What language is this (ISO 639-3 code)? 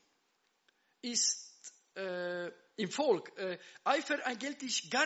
deu